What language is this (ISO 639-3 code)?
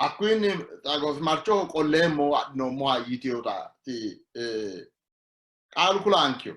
sid